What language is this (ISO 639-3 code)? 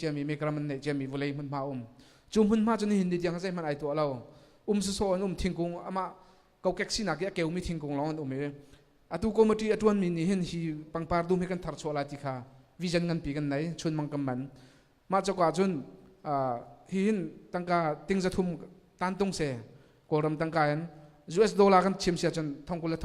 cnh